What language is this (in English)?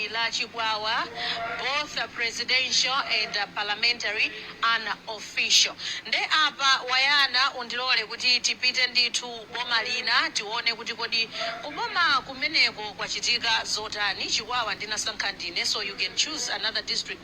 Nyanja